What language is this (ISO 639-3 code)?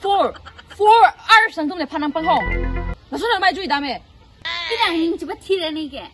mjw